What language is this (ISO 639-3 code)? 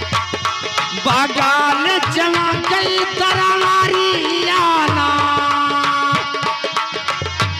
bho